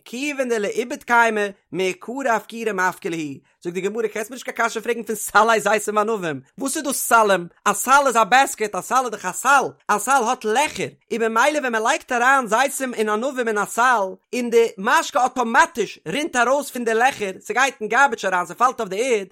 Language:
Yiddish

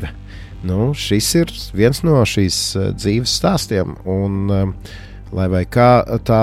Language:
Latvian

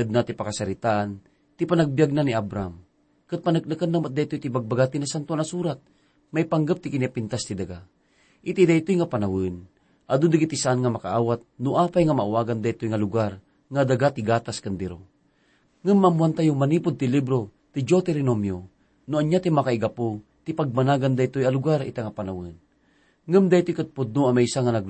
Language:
Iloko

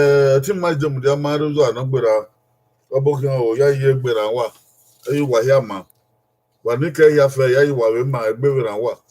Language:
Bini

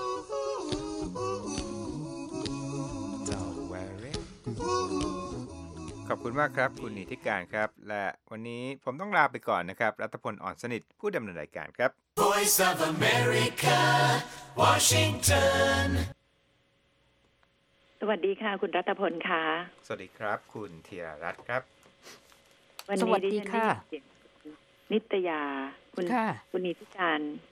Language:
Thai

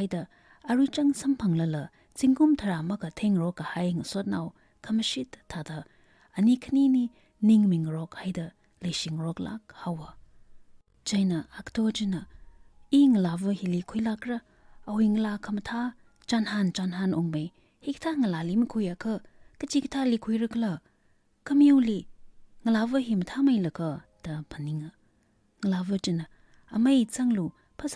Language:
Tangkhul Naga (India)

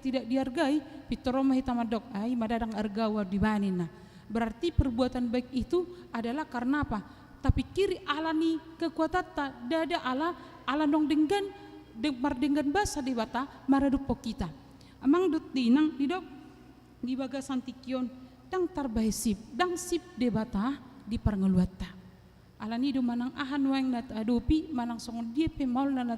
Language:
Batak Toba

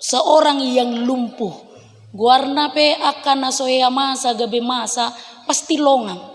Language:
Batak Toba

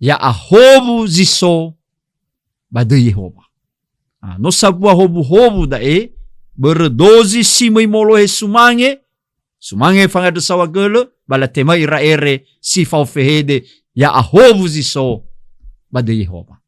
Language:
Nias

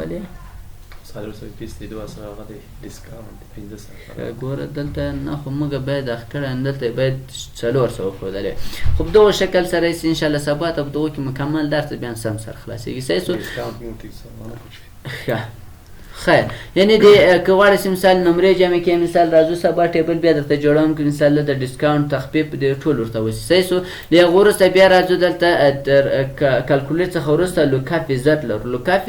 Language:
Pashto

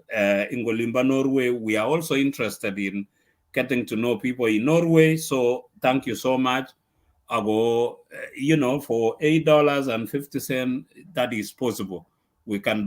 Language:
Kalenjin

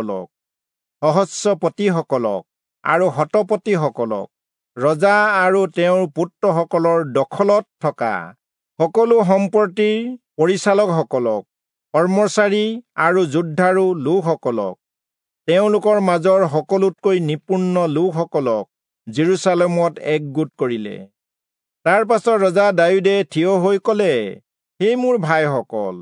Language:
Assamese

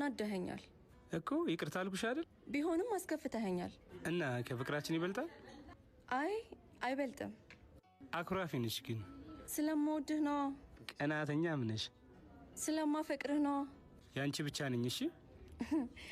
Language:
Amharic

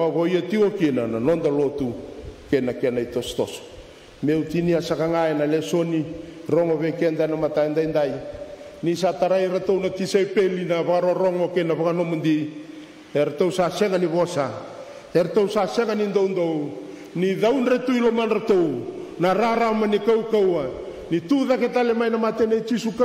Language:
Fijian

